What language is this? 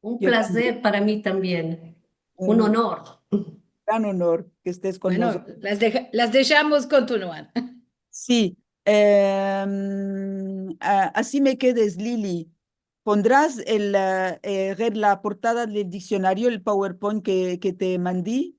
Ladino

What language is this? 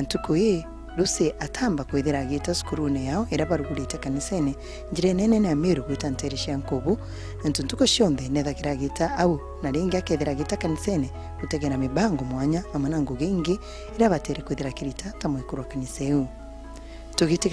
Meru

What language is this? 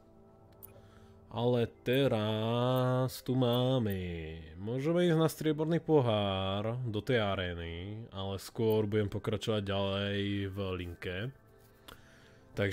Slovak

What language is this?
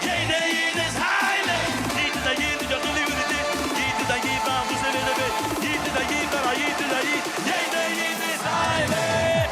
Yiddish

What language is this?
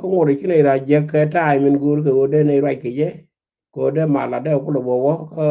Nuer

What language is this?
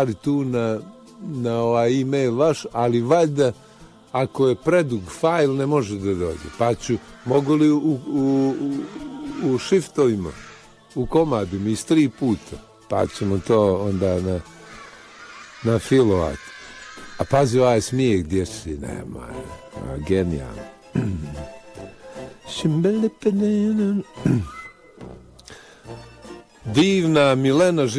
Bosnian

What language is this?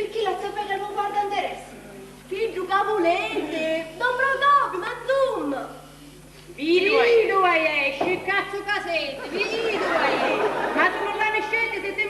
Sicilian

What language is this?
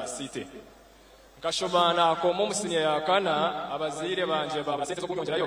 Nyankole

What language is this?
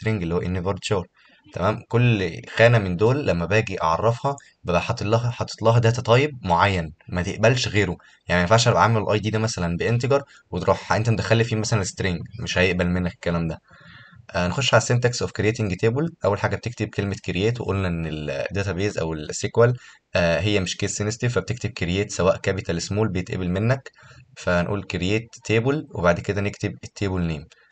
Egyptian Arabic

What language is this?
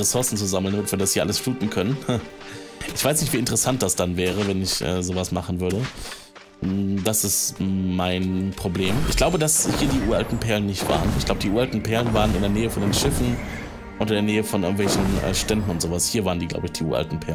German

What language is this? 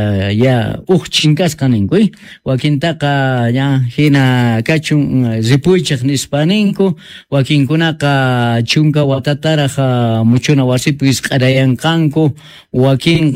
South Bolivian Quechua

